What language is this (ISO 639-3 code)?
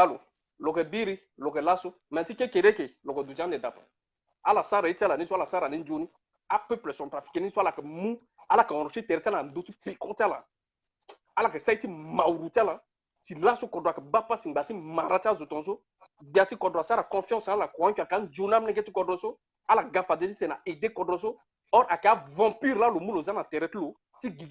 sag